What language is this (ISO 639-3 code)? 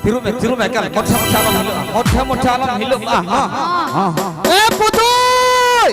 sat